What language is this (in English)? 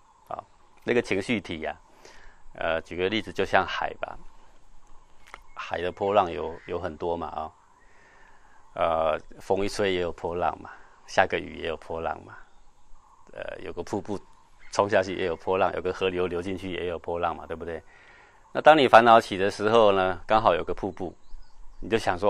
Chinese